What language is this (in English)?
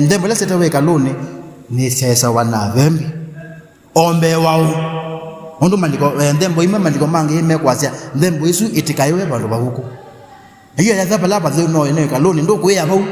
Kamba